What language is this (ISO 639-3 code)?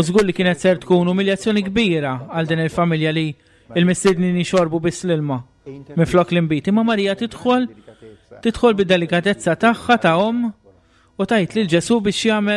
mlt